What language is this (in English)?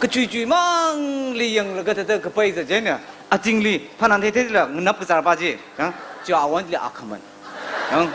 Tangkhul Naga (India)